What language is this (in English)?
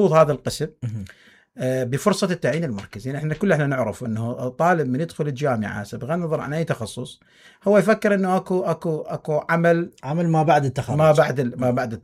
Mesopotamian Arabic